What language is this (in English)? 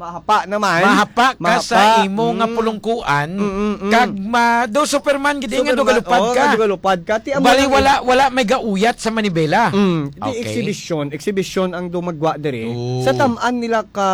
Hiligaynon